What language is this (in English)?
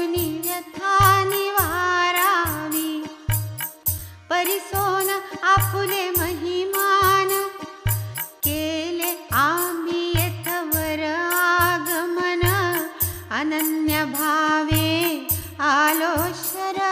Marathi